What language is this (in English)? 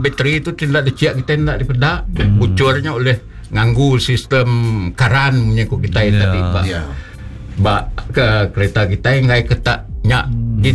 Iban